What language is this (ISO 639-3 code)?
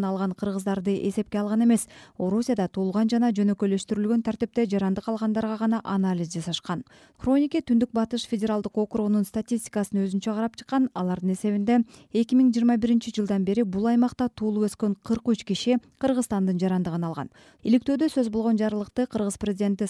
kir